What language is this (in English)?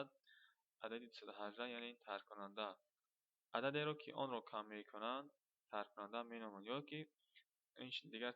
Tajik